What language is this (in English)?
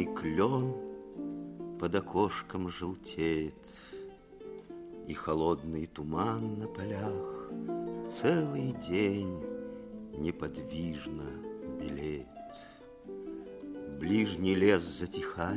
Russian